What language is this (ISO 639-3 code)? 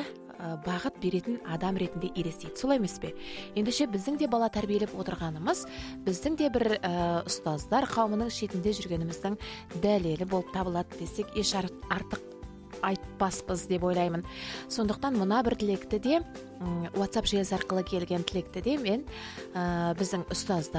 kaz